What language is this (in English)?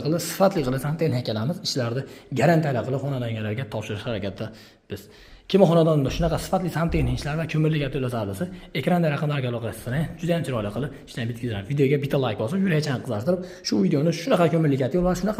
Uzbek